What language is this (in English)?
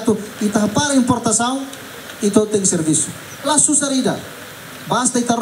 Tetum